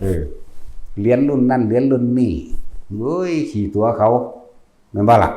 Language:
Northeastern Thai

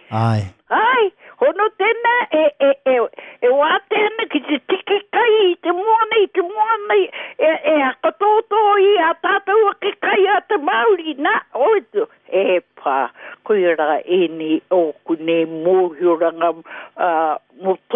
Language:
Māori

